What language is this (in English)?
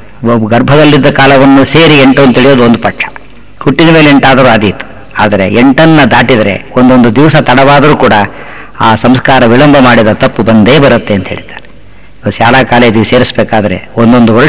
Kannada